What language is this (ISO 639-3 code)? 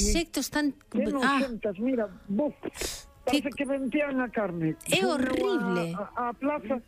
glg